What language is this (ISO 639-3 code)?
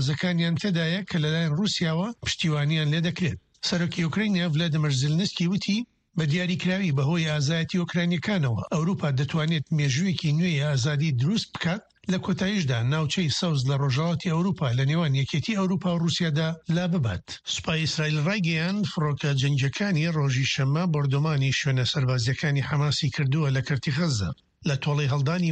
ckb